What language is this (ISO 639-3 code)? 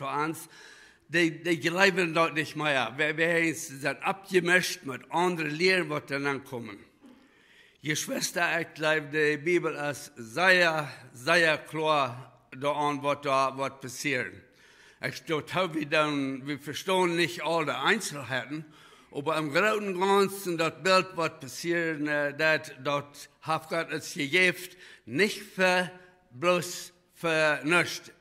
pdt